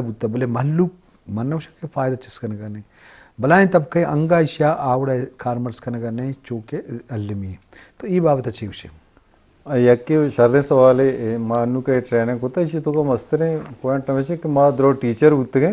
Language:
Eastern Balochi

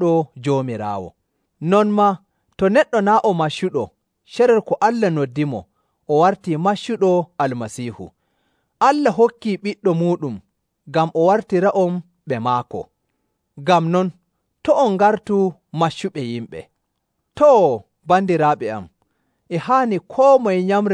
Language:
Nigerian Fulfulde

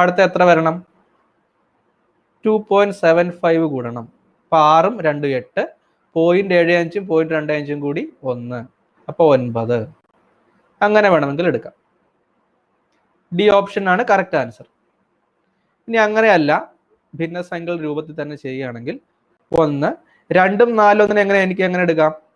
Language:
Malayalam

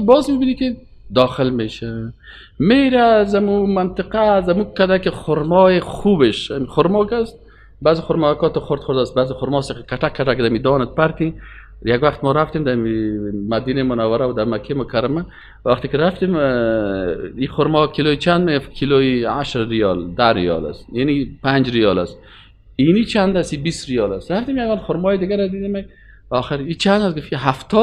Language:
Persian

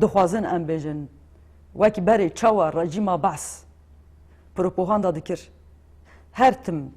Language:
Kurdish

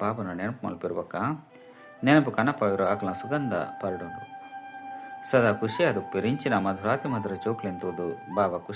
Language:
Tulu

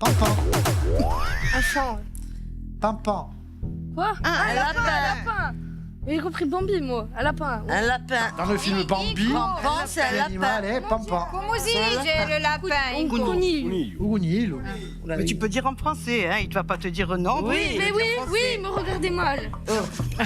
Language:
Corsican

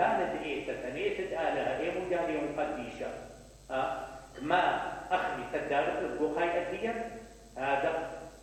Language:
Mesopotamian Arabic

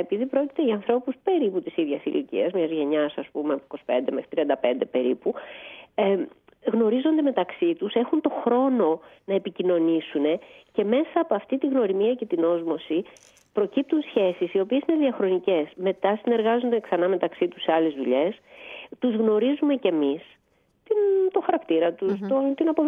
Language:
Greek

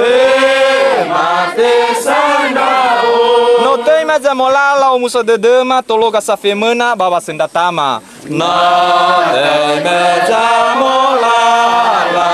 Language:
Nias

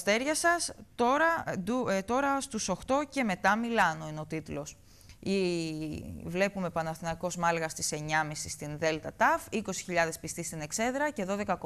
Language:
Greek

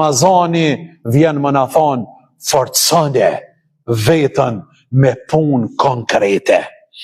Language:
Albanian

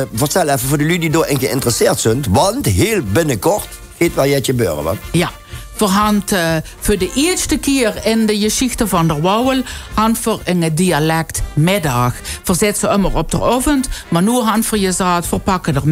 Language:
Limburgish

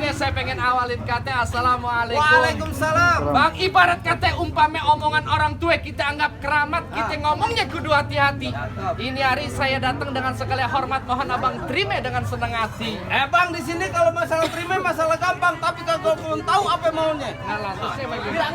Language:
Betawi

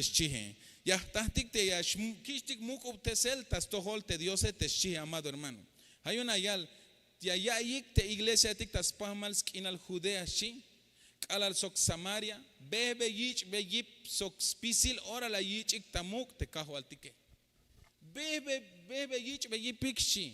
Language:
Tzeltal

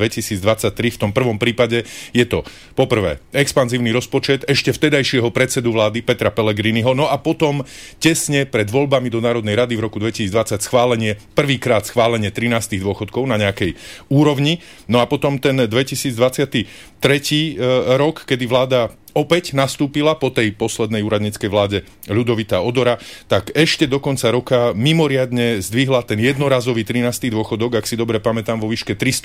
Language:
Slovak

